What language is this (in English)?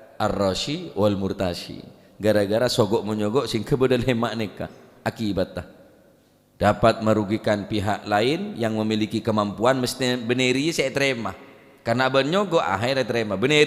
Madurese